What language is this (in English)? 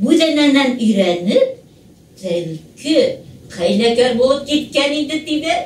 Bashkir